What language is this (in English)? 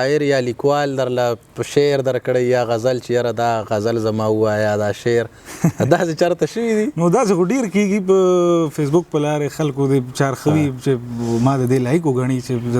Pashto